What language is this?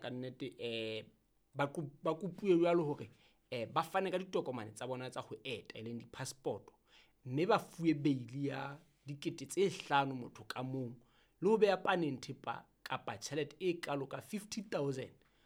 Southern Sotho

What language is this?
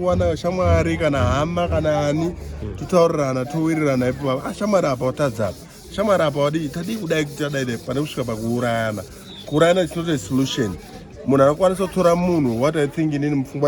Shona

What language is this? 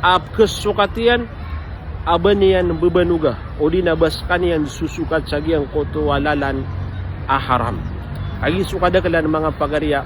Maranao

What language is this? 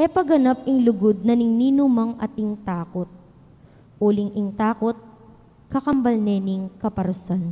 Pampanga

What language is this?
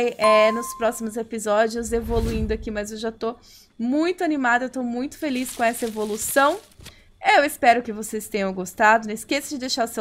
Portuguese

